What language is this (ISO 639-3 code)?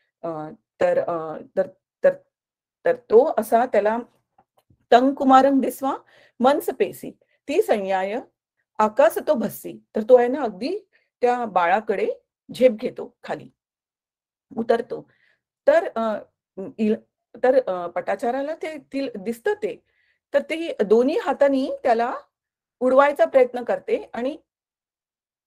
mar